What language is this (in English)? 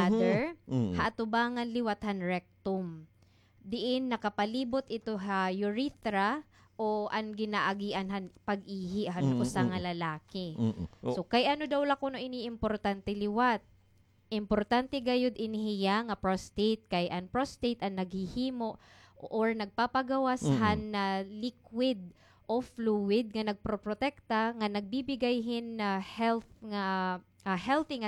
Waray